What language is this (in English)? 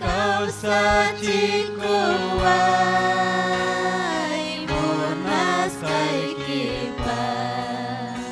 Ayacucho Quechua